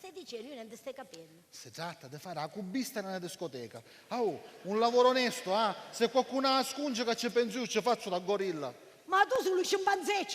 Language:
Sicilian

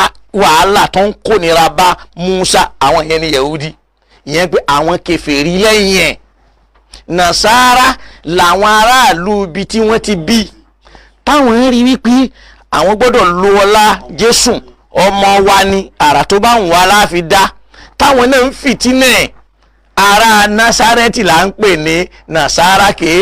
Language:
Yoruba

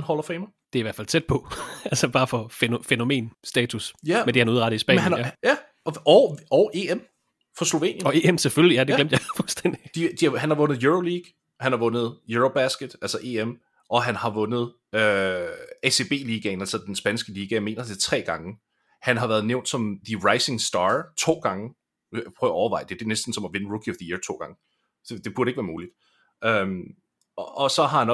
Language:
Danish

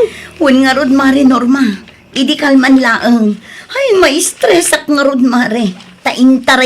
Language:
Iloko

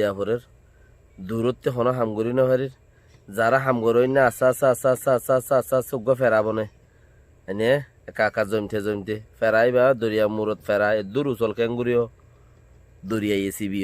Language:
Rohingya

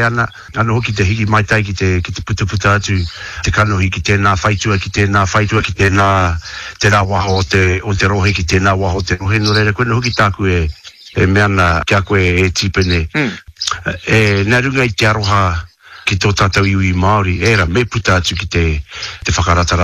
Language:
Māori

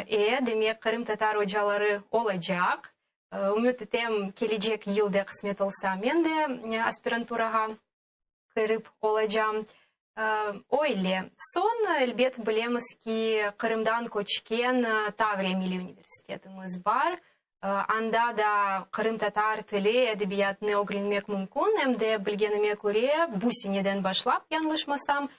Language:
Crimean Tatar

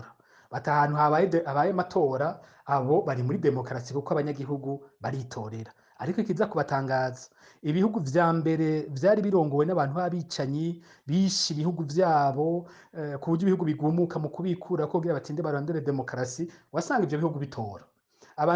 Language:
Rundi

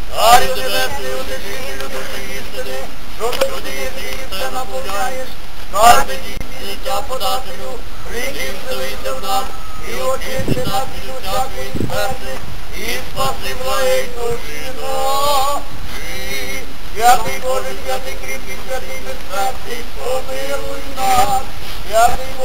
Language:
Ukrainian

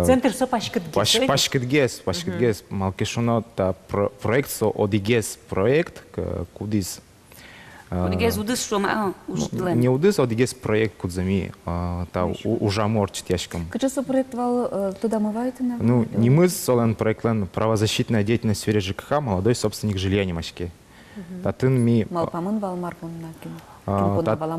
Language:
Udmurt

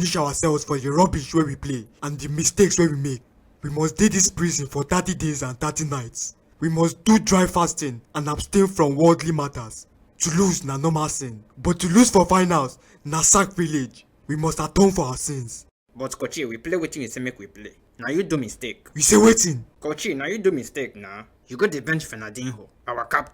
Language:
Nigerian Pidgin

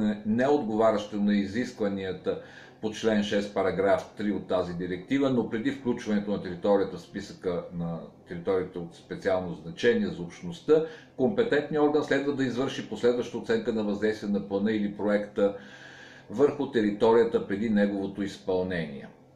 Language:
Bulgarian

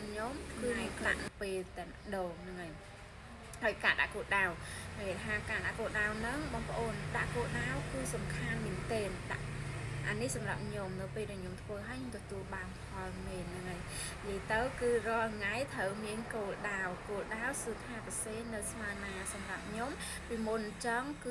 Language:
Khmer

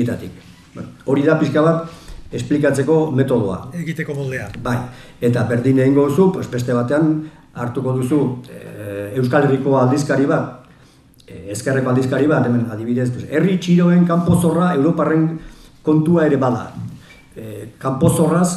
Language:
Basque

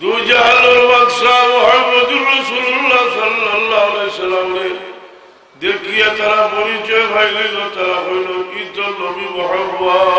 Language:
Sylheti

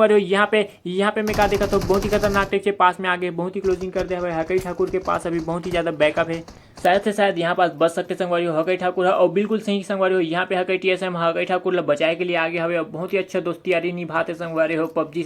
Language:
Chhattisgarhi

